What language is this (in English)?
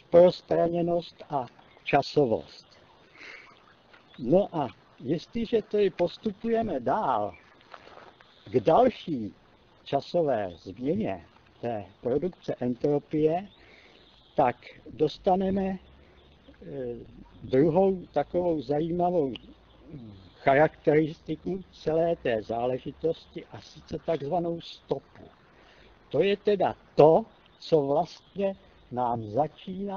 Czech